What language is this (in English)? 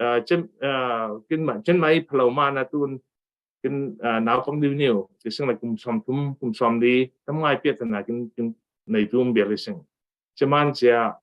Falam Chin